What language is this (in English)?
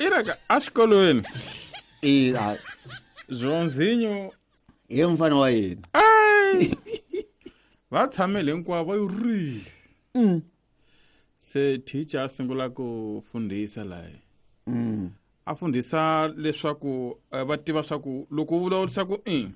Tsonga